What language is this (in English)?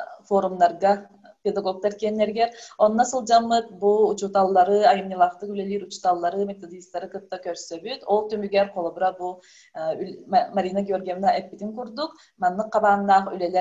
Yakut